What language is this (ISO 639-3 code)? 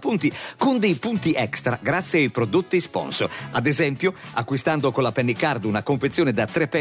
ita